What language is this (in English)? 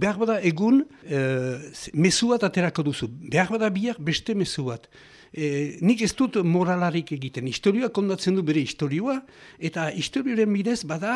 Basque